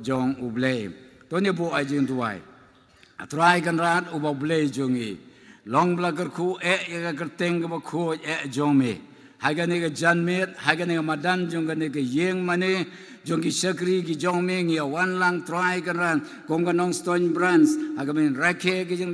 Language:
Khasi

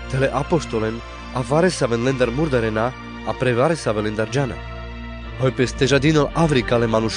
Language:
Carpathian Romani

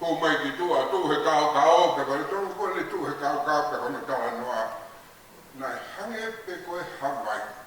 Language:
Tongan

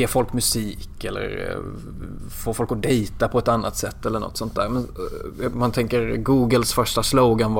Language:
Swedish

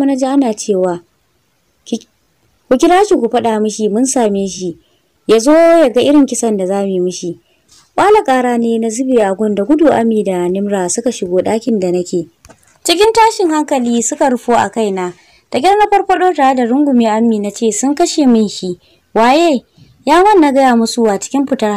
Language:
Hausa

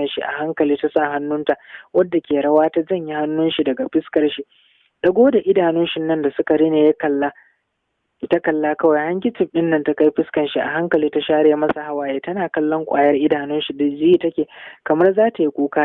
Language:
Hausa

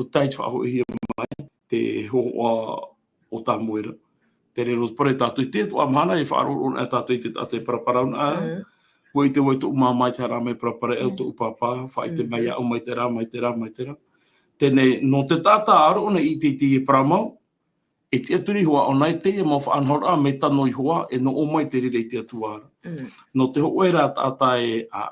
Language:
Tahitian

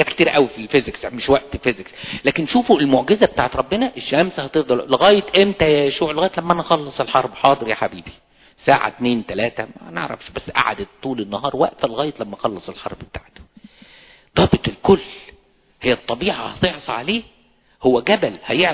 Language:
Egyptian Arabic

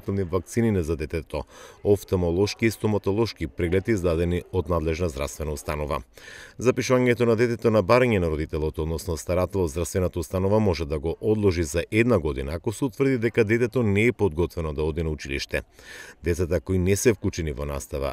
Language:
Macedonian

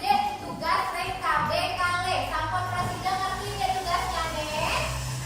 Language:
Balinese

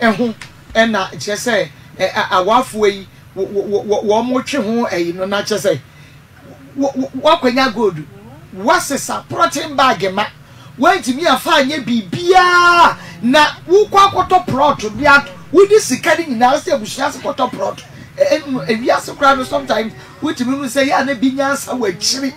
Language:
Akan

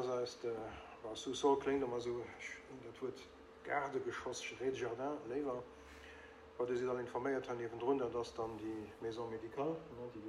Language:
Luxembourgish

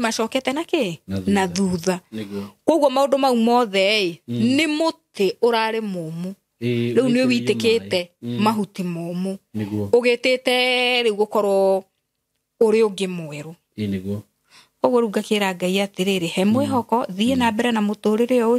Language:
Kikuyu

